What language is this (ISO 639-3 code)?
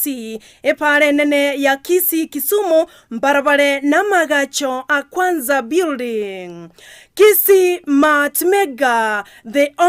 guz